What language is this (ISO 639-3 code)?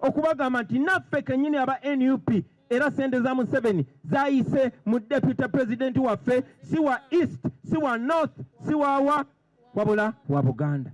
lug